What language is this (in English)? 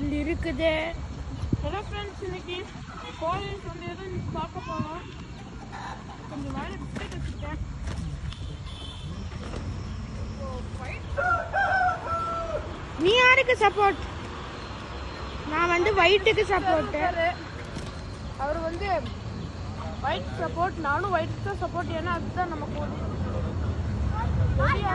Tamil